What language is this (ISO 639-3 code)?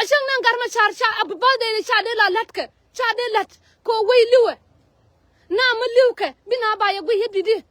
nus